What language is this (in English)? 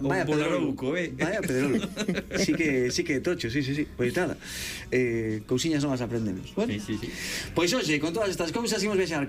Galician